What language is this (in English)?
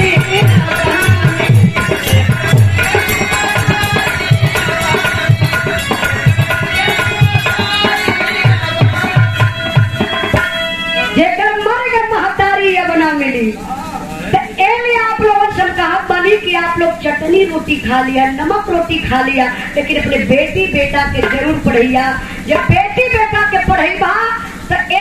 Bhojpuri